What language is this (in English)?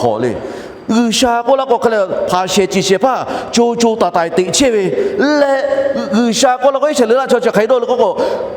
Lahu